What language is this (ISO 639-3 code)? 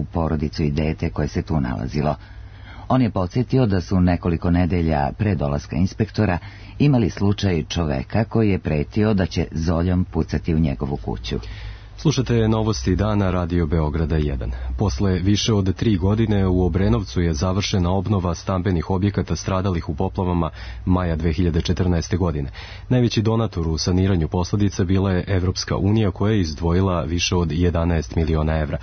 srp